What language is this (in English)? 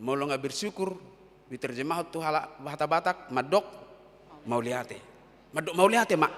Batak Toba